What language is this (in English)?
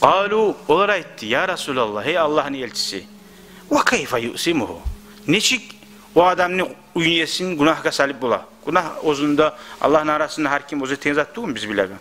Kumyk